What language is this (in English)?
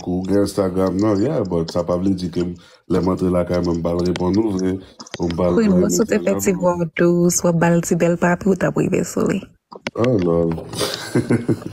Haitian Creole